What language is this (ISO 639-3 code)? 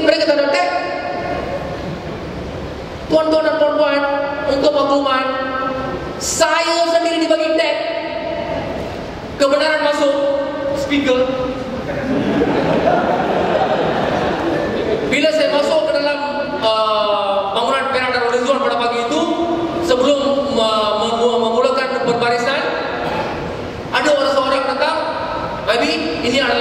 msa